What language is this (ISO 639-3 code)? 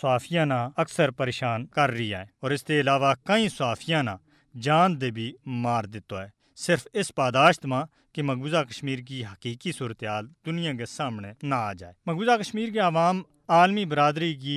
gju